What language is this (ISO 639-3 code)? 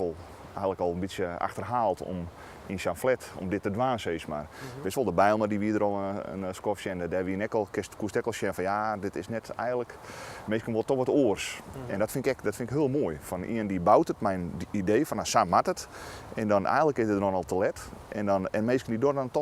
fry